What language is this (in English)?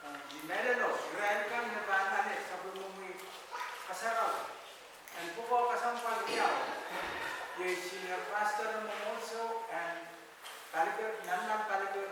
Pohnpeian